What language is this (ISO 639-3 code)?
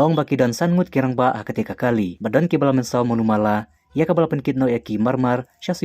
kha